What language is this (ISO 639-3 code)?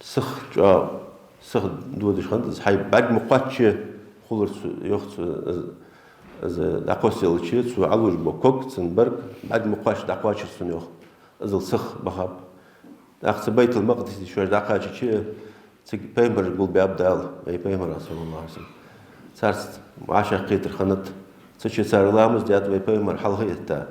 inh